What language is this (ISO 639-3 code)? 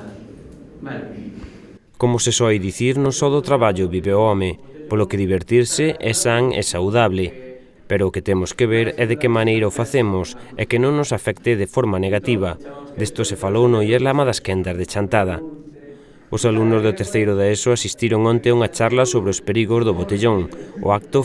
glg